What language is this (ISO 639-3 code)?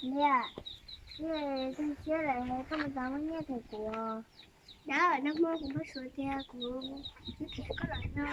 hmn